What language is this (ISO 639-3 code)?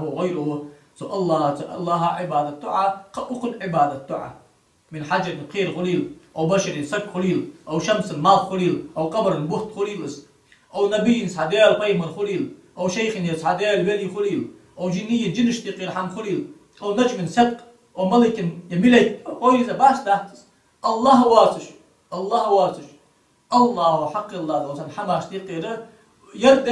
inh